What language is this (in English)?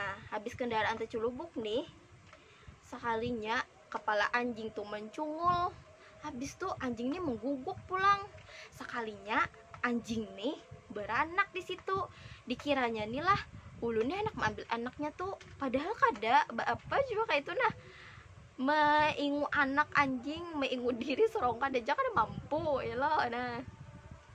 Banjar